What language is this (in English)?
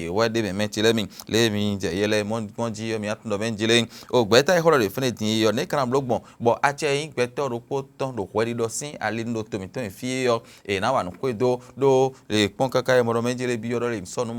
Fon